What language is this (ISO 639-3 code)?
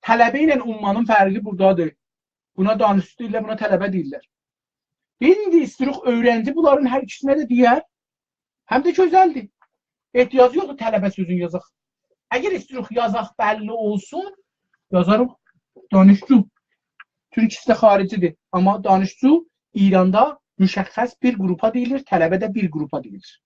azb